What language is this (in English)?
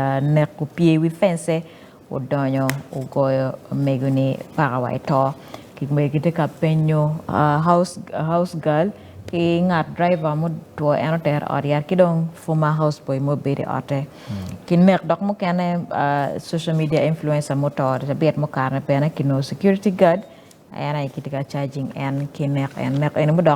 Acoli